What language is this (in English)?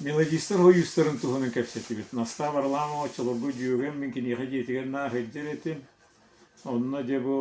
Yakut